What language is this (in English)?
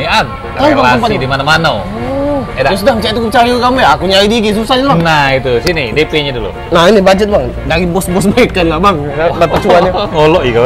Musi